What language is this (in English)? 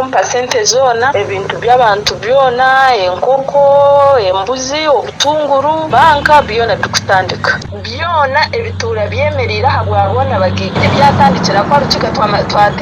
Nyankole